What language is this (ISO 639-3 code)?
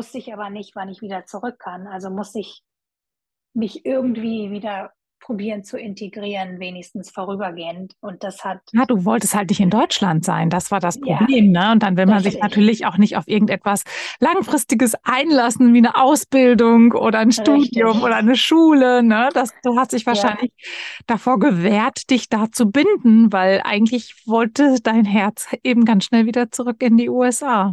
deu